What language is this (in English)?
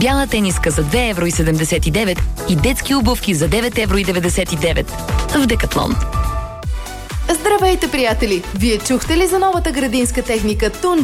Bulgarian